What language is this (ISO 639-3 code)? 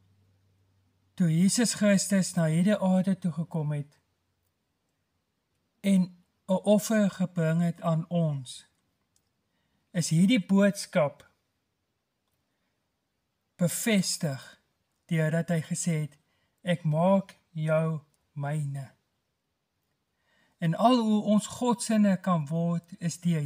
afr